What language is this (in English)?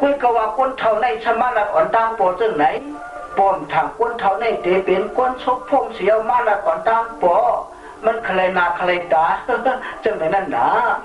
Shan